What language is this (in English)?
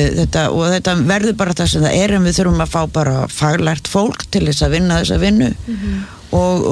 Icelandic